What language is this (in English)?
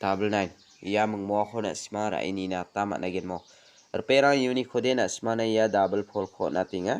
Garo